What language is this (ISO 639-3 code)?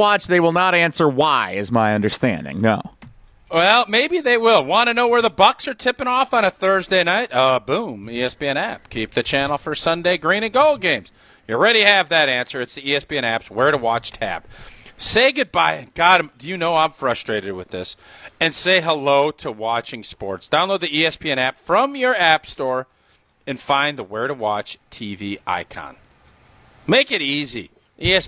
eng